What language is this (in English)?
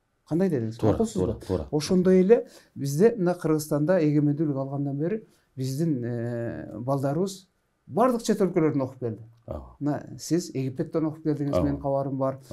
Kyrgyz